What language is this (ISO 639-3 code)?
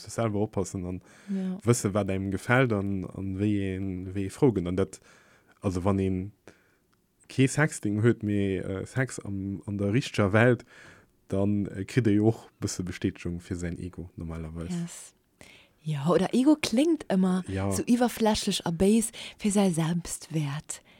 ltz